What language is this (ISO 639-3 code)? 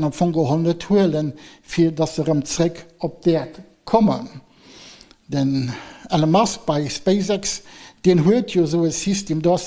ltz